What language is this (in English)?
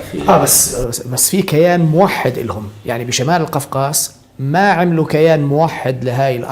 North Levantine Arabic